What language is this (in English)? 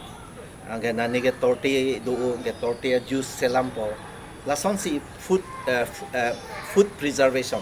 Karbi